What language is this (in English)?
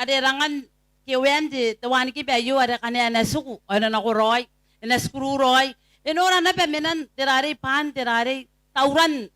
Gilbertese